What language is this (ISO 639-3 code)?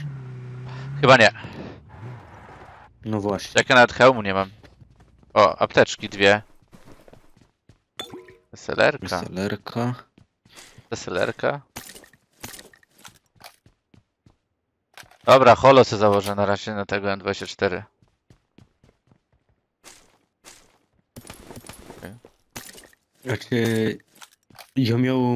pol